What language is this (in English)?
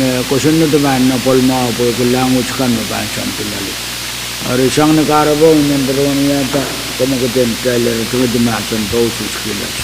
Pohnpeian